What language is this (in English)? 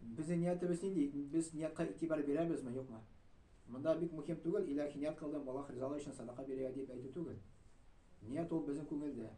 Tatar